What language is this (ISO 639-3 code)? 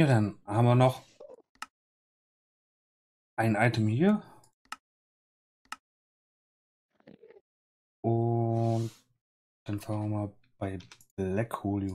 deu